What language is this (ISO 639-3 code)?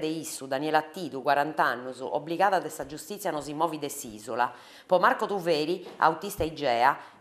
srd